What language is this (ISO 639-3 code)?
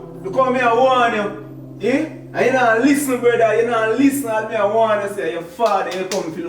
jam